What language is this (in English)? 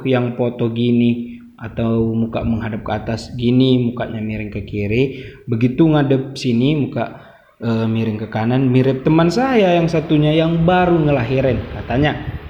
Indonesian